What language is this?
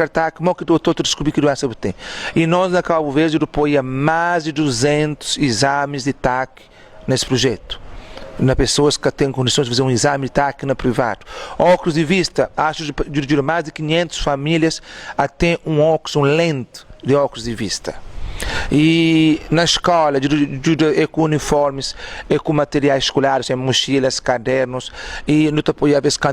Kabuverdianu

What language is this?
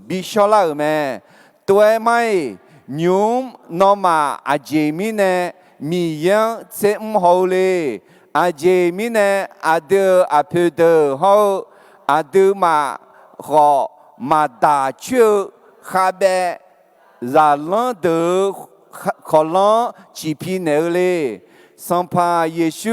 Akha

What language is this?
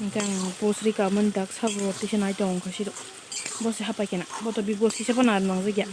Kok Borok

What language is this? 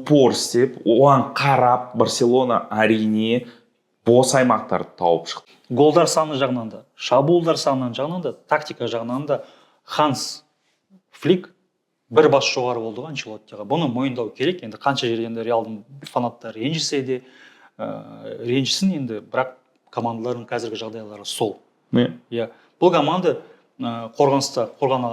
Kazakh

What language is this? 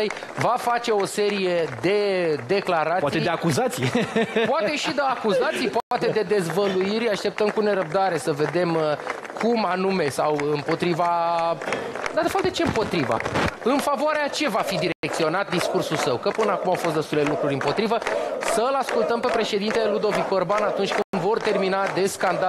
Romanian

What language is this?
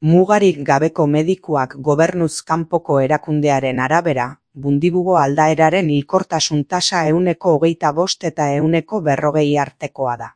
Basque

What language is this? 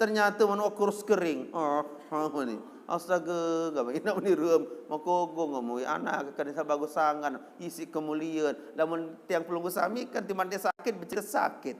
Sasak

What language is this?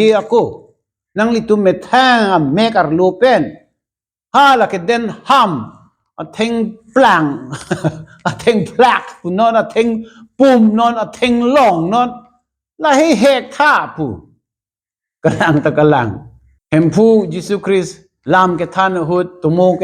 Karbi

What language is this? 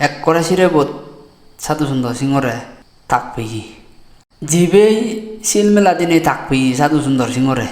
Chakma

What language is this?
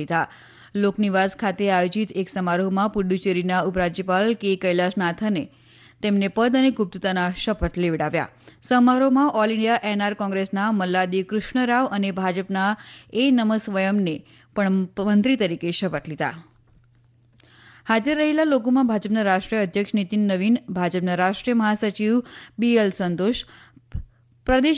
Gujarati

